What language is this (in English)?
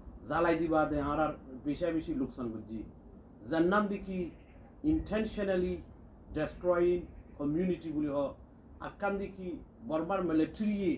Rohingya